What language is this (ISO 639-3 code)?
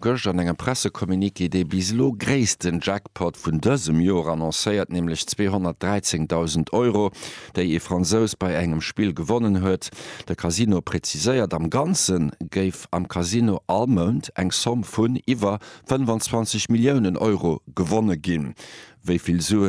ltz